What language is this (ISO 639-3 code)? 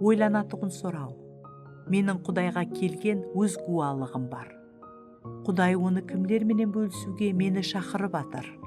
kaa